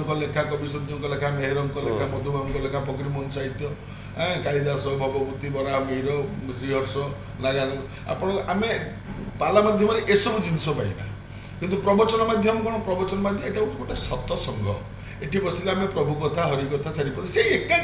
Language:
Odia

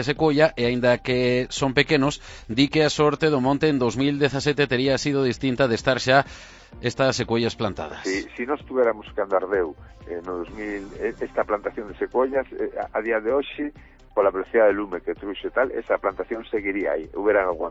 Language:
Galician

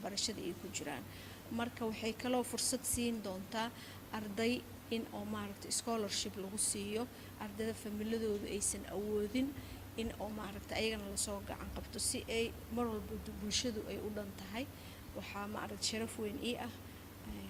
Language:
Somali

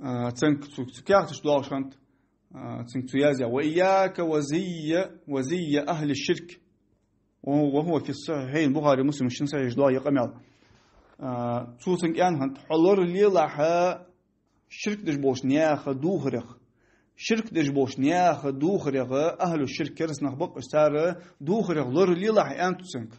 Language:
Ingush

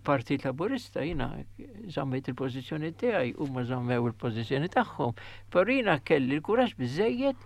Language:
Maltese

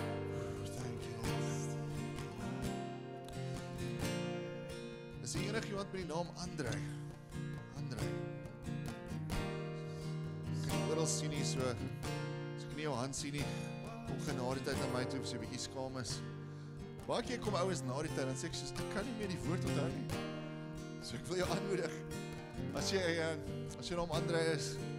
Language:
Afrikaans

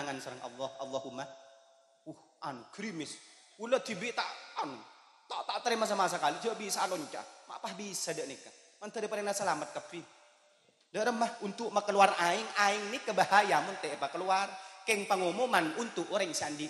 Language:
Madurese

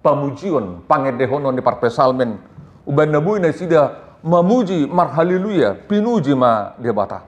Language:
Batak Toba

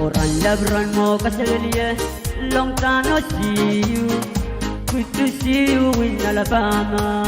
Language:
Pohnpeian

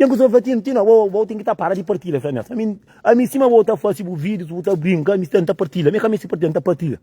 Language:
Kabuverdianu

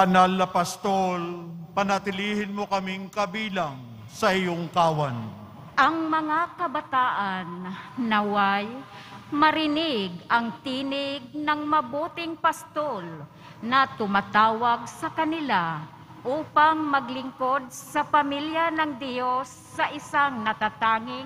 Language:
Filipino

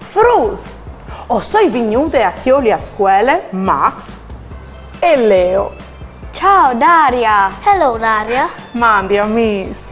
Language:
Friulian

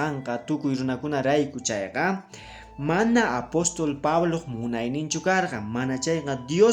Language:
Quechua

